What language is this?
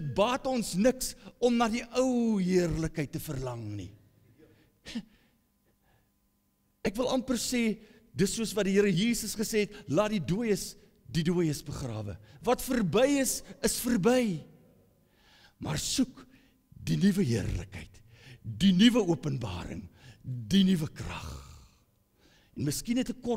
Afrikaans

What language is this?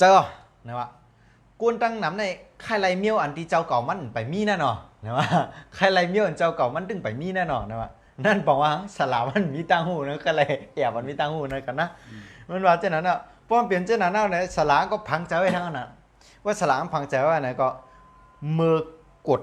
Shan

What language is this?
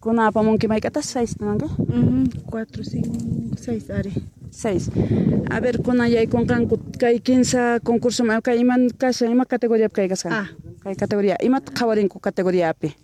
Quechua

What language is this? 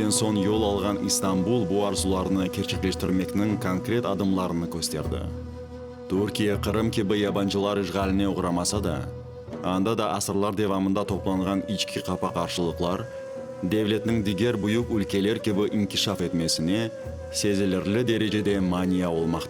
Crimean Tatar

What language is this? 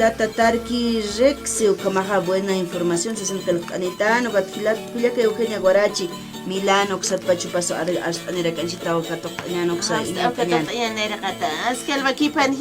Aymara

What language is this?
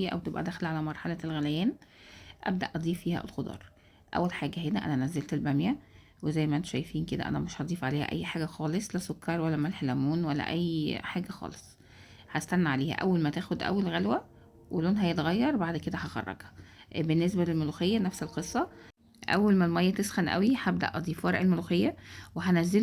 Egyptian Arabic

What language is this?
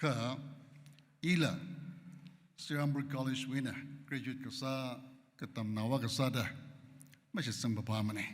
Tangkhul Naga (India)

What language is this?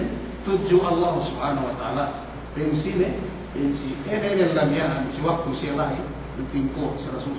Yakan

